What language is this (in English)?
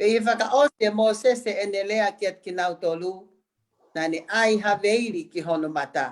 Tongan